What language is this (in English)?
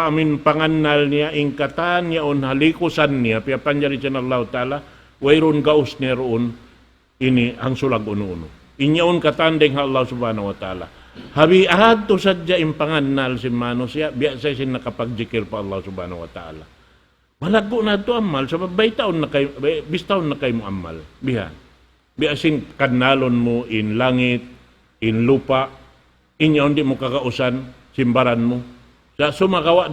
Tausug